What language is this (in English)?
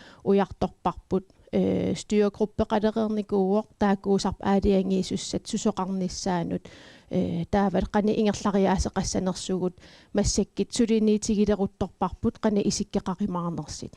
Kalaallisut